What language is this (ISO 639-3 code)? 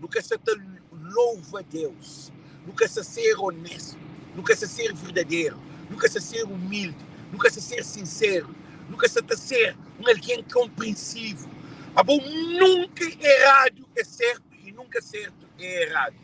kea